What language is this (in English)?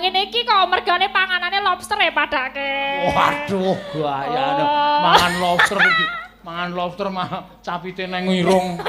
Javanese